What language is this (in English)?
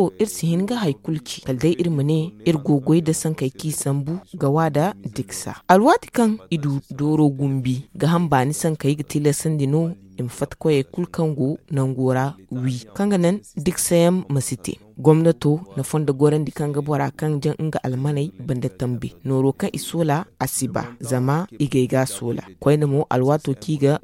Zarma